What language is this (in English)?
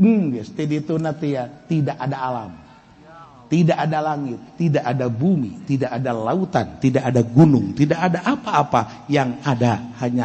Sundanese